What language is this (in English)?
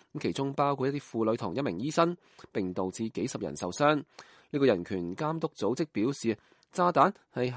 Cantonese